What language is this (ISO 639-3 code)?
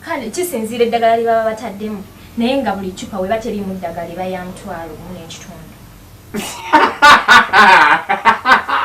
lug